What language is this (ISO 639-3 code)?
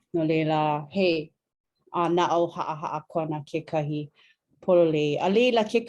haw